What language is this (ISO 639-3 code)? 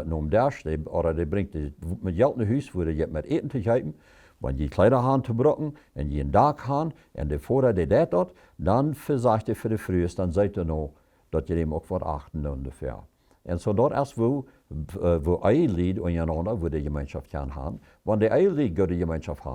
pdt